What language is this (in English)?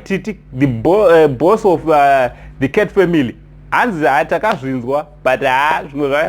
Shona